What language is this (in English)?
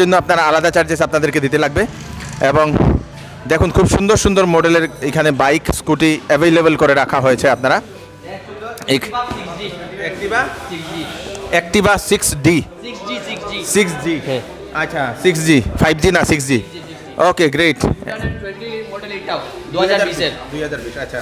Bangla